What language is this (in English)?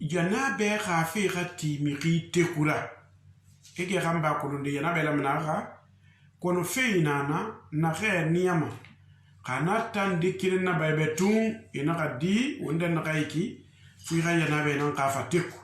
Susu